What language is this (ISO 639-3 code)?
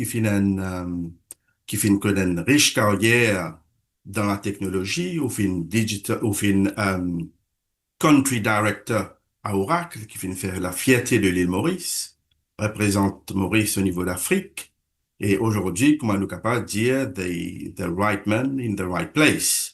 mfe